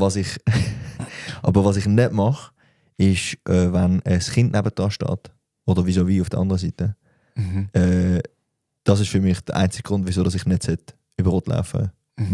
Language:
Swiss German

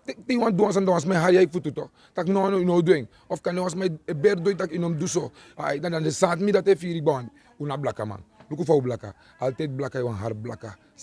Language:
Sranan Tongo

